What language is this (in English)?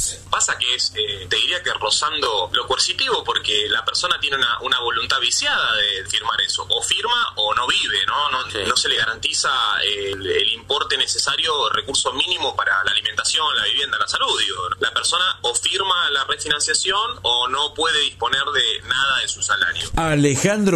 Spanish